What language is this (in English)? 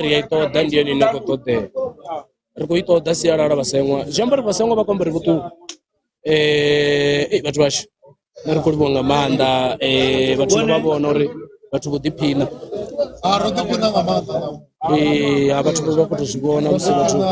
Venda